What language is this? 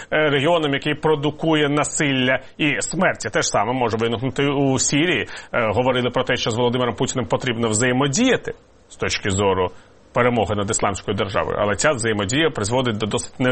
Ukrainian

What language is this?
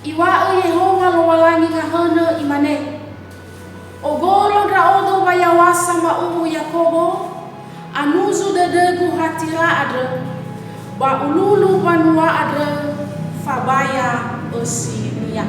Nias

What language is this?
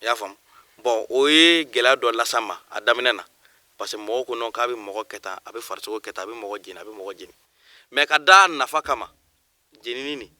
Bambara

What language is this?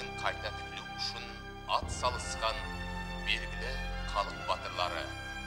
Kara-Kalpak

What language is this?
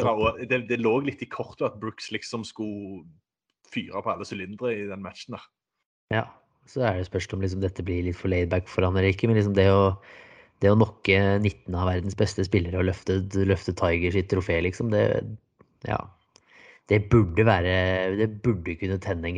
Norwegian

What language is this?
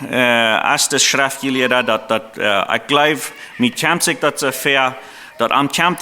Plautdietsch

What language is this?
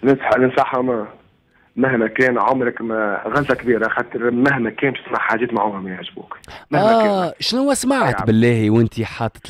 Tunisian Arabic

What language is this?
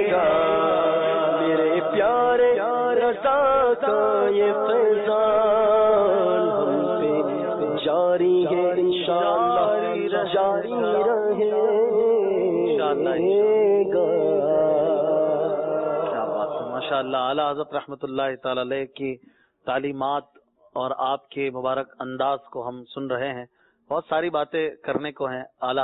Urdu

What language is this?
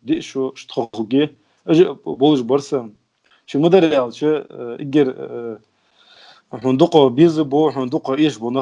Ingush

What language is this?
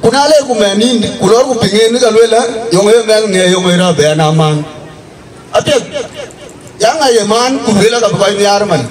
Dinka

